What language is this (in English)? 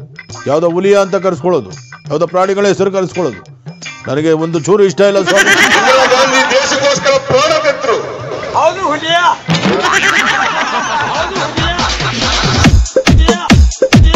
Kannada